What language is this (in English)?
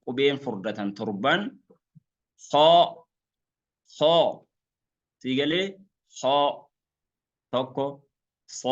Oromo